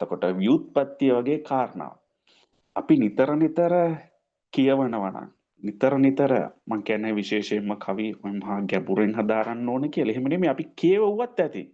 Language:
Sinhala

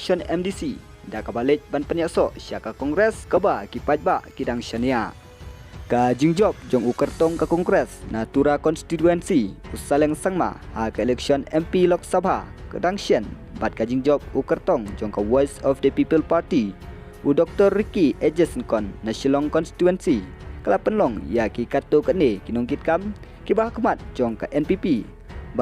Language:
Khasi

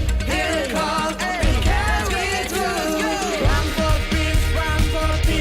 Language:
Tetum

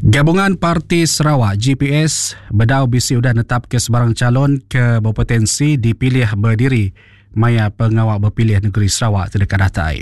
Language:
Iban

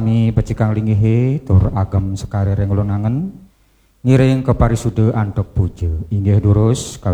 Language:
Balinese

